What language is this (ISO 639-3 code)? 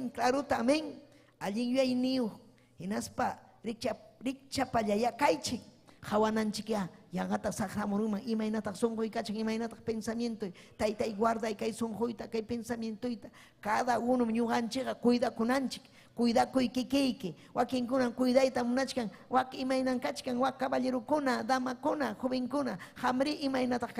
quy